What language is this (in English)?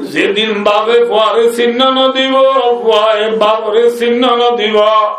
Rohingya